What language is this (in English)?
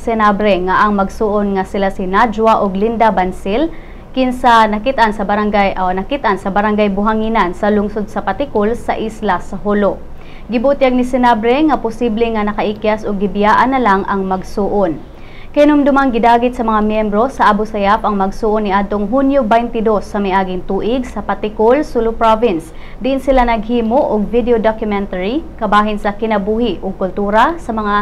Cebuano